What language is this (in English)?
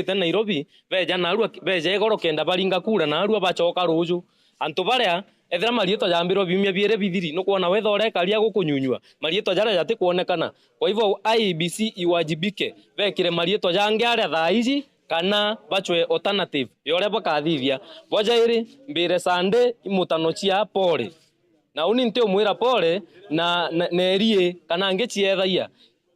Meru